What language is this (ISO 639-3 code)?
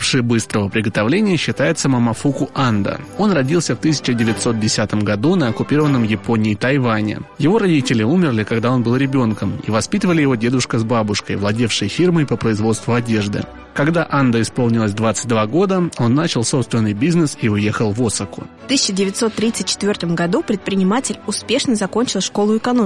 rus